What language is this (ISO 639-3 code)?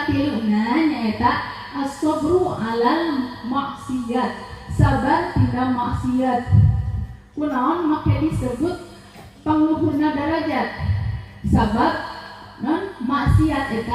sun